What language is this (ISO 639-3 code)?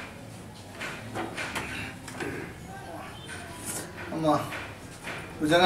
tel